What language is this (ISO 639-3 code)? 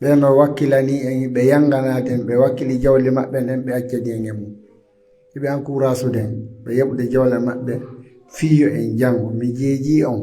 fuf